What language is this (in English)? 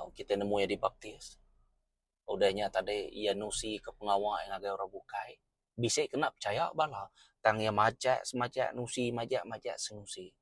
Iban